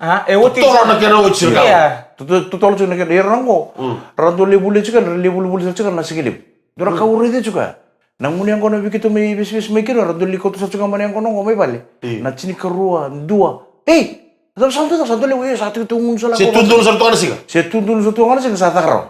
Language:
Fijian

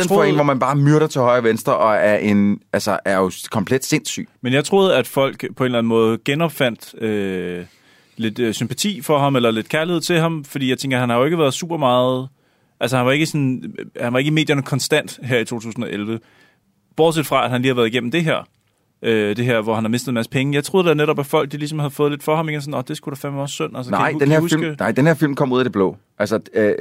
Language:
Danish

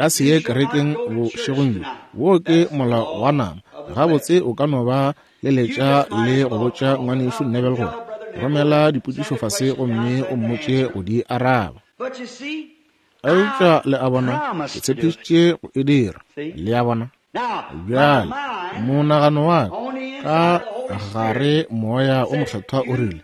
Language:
Northern Sotho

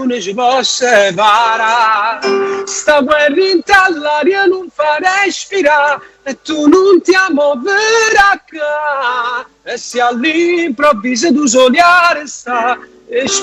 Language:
Neapolitan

